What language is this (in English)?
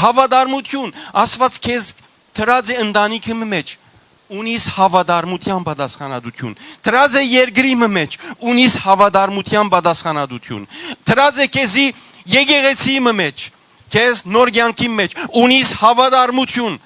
Western Armenian